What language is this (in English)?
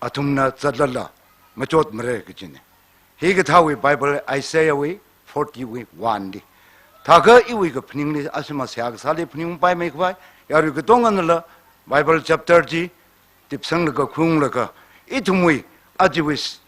Tangkhul Naga (India)